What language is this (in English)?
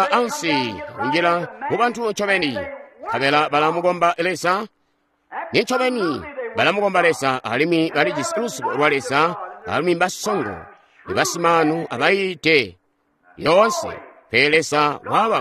Tonga (Zambia)